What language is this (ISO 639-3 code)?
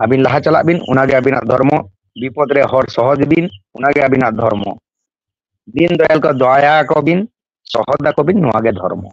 sat